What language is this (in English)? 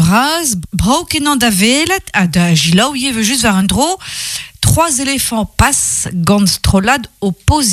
Breton